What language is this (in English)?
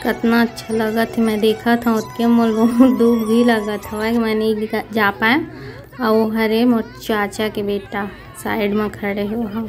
Chhattisgarhi